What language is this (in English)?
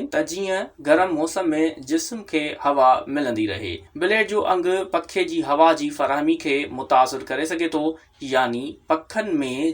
Sindhi